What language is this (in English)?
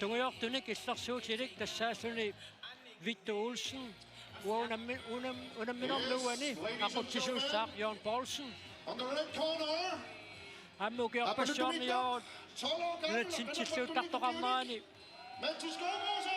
Kalaallisut